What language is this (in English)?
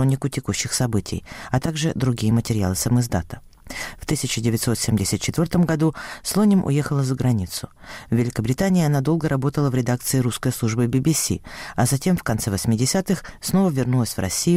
Russian